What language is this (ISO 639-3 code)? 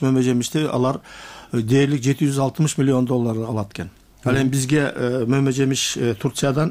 kir